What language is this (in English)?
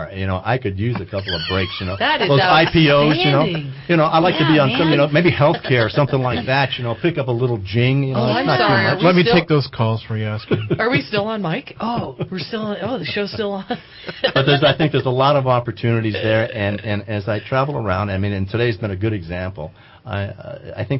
English